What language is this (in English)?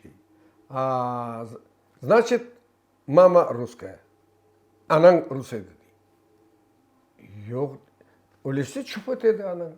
Crimean Tatar